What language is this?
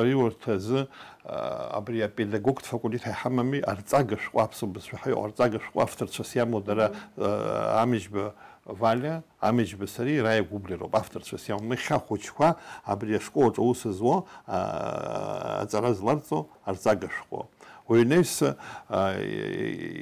Abkhazian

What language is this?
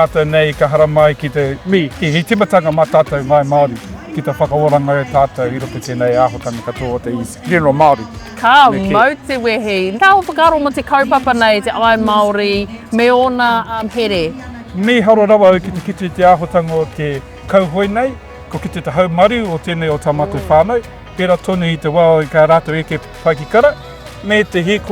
Māori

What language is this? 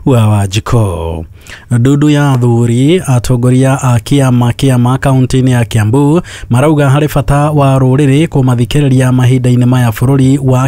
Kikuyu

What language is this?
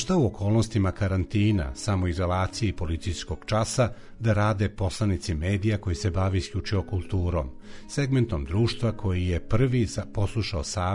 Serbian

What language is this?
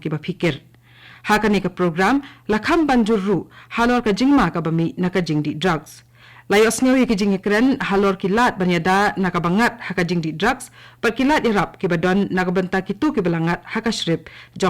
Khasi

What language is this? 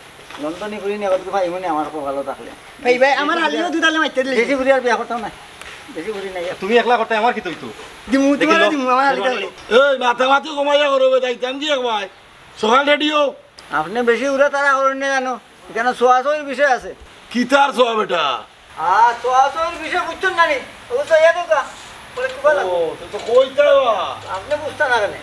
Sylheti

